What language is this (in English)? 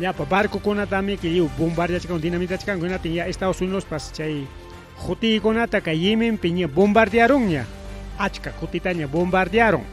Ayacucho Quechua